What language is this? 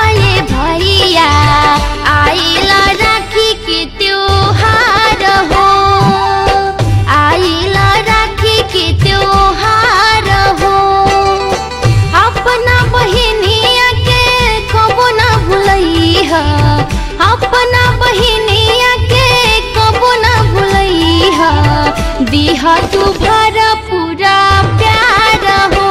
Bhojpuri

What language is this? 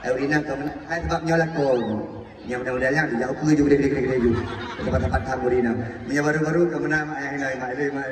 Achinese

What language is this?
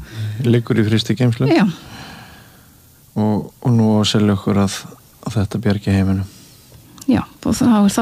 Icelandic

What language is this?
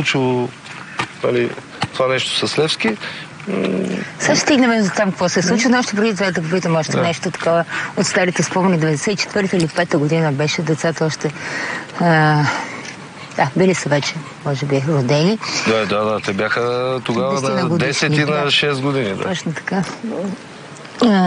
Bulgarian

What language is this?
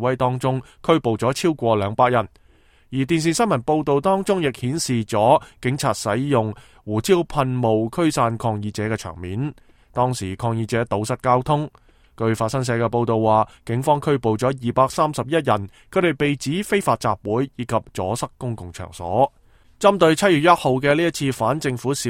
Cantonese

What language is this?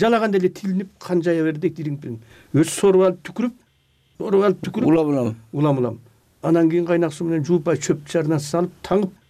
Kyrgyz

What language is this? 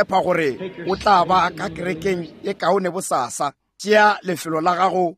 Northern Sotho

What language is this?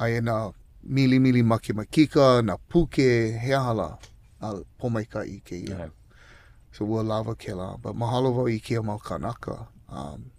Hawaiian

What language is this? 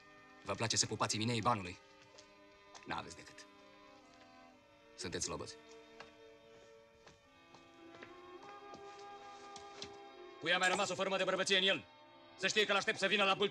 Romanian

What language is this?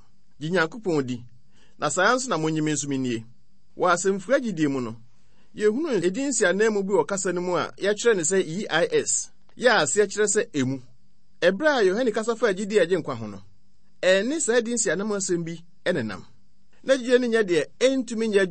Akan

